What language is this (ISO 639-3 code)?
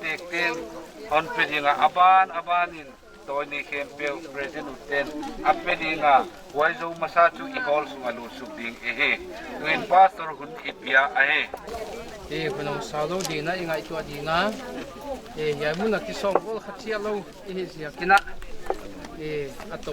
pck